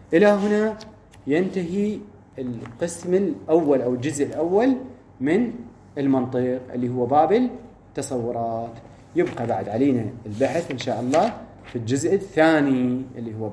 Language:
Mesopotamian Arabic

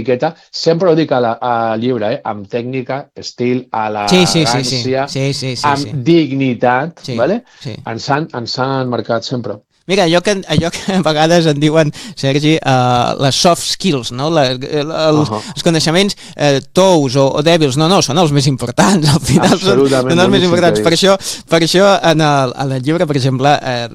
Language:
Catalan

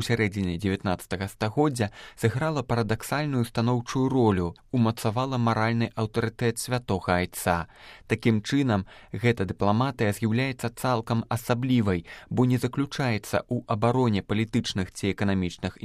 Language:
Belarusian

